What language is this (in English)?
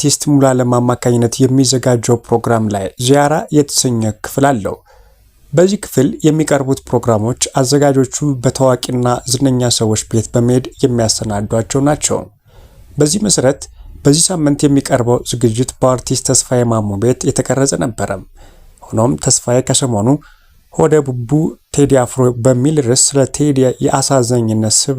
Amharic